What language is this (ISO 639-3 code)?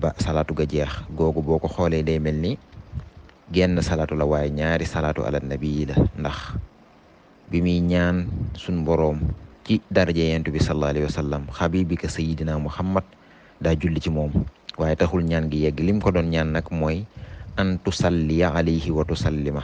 wol